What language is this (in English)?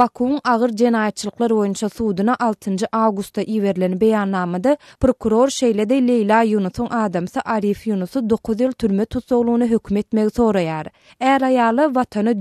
Turkmen